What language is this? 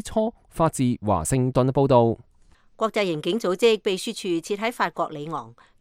Cantonese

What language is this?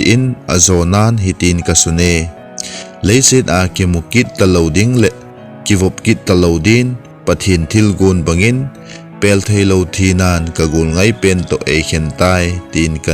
Thado Chin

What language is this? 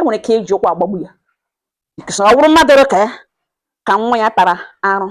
Igbo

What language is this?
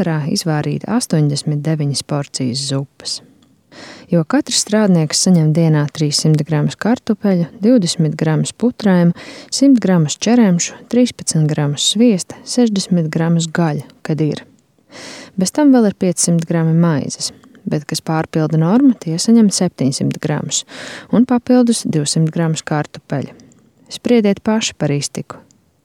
Latvian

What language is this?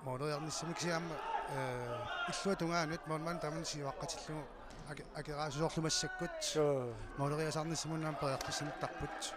Kalaallisut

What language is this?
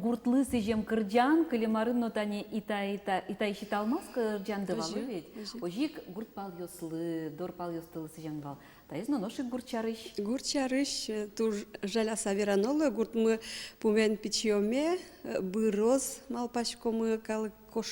Udmurt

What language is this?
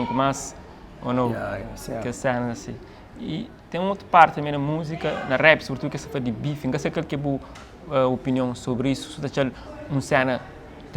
Kabuverdianu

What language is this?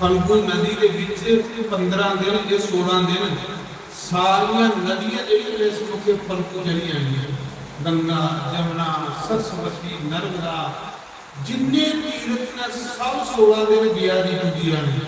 Dogri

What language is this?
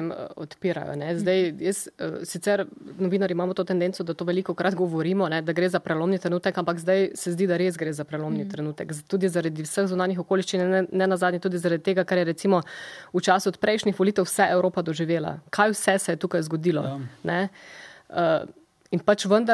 Slovenian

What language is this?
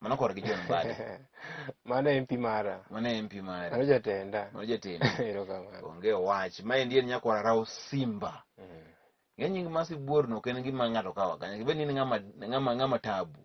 Luo (Kenya and Tanzania)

